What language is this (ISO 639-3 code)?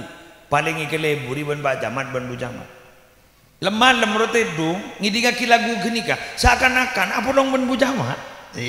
mad